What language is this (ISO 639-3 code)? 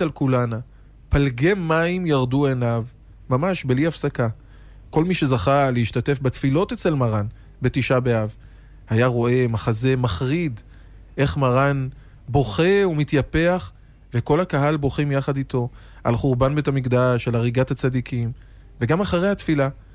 heb